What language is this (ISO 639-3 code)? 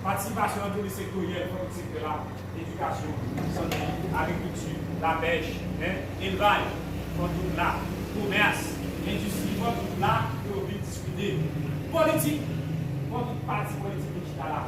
hat